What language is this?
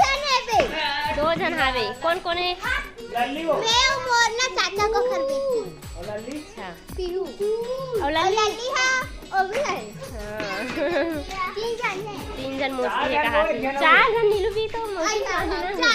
Chhattisgarhi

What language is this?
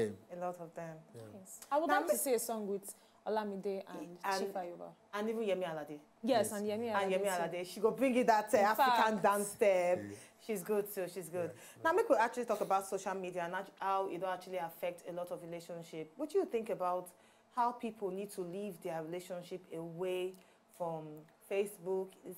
Nigerian Pidgin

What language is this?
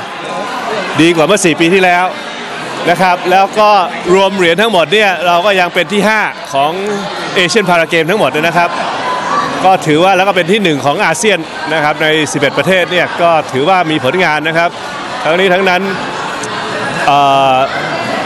Thai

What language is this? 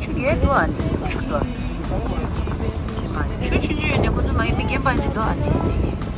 Tibetan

